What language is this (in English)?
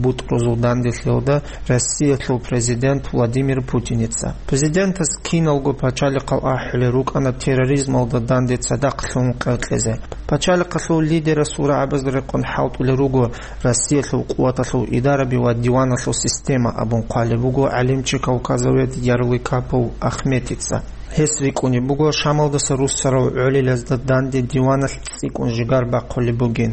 Avaric